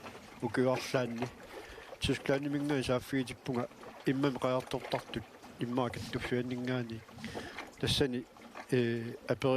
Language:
Kalaallisut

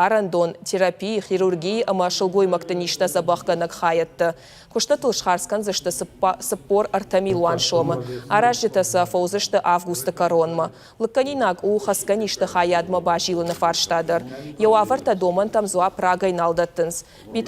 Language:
Ossetic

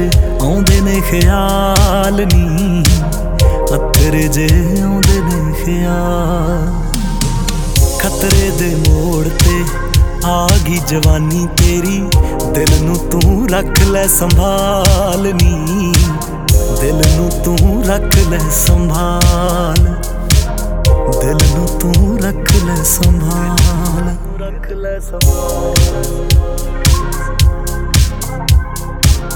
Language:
Punjabi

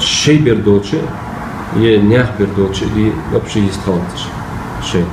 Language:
Ingush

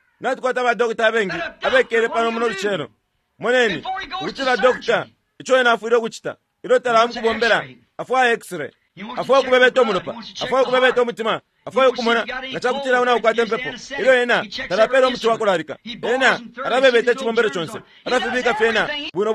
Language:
Bemba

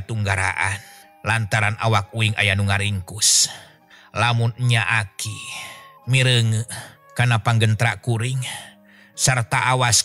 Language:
Sundanese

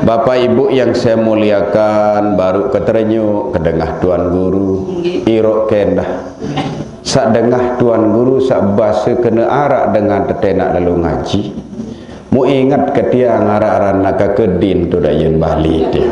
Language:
Sasak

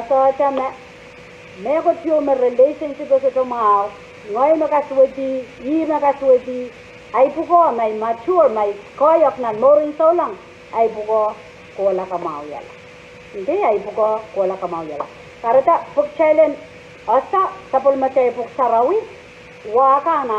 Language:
Pohnpeian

